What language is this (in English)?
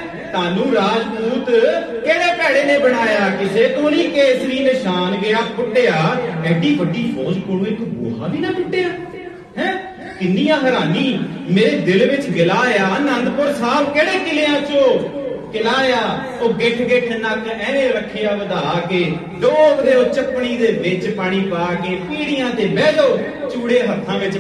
Punjabi